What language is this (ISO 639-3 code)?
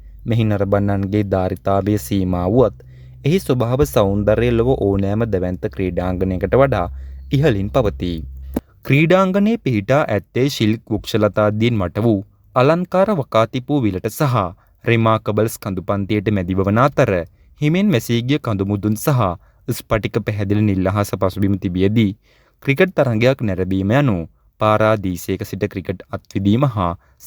sin